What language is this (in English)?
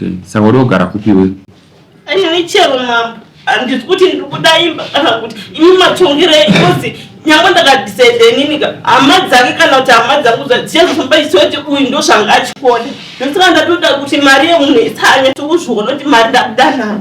Shona